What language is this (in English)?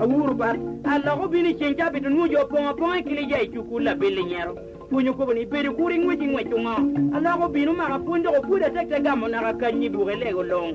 Lango (Uganda)